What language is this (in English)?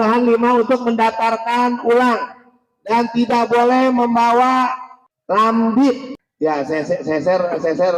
Betawi